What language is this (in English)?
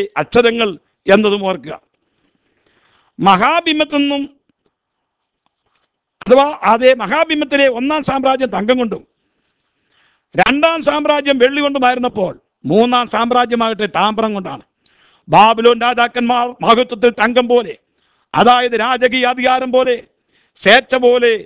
Malayalam